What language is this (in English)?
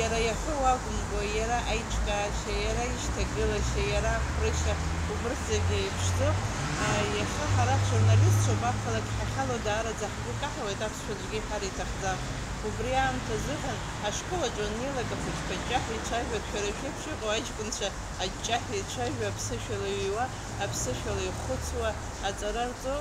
Abkhazian